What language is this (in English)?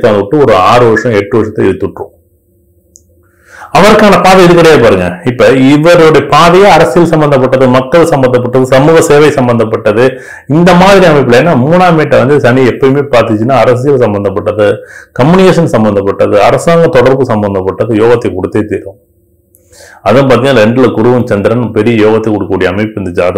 Tamil